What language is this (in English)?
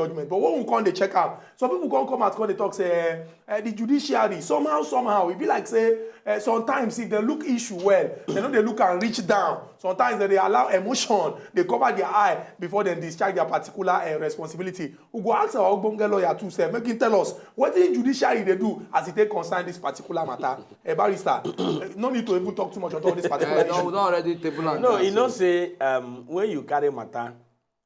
Nigerian Pidgin